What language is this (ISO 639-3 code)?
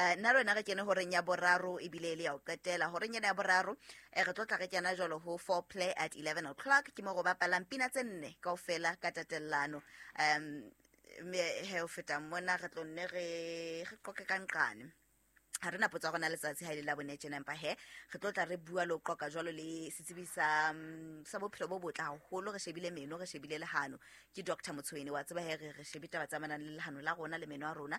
sot